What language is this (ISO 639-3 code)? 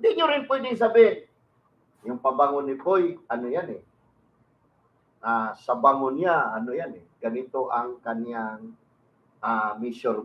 fil